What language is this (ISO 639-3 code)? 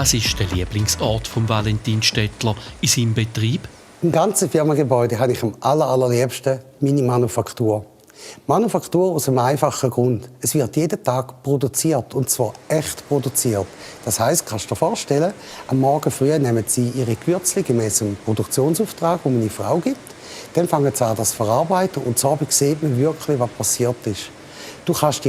gsw